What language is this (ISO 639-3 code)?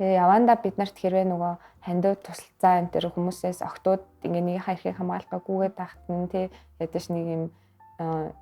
mon